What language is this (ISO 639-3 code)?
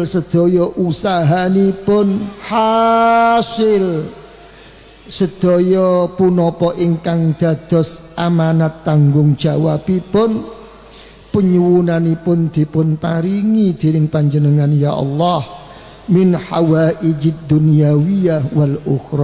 jav